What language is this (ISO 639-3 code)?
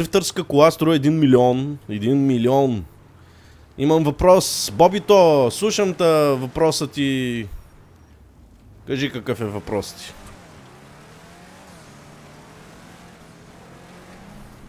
bul